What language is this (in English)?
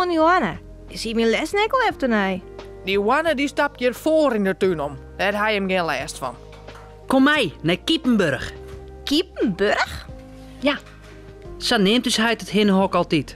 Western Frisian